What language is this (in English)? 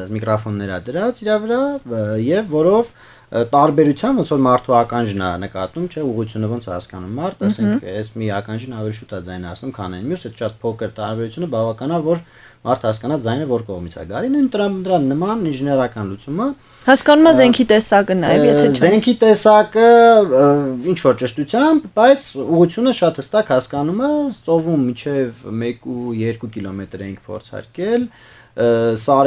Armenian